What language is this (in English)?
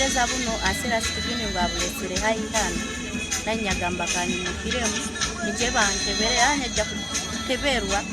Nyankole